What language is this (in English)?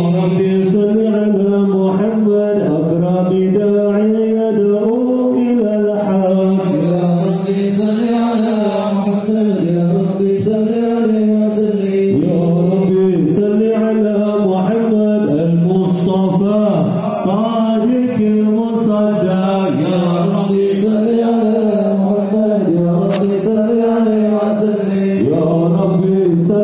Arabic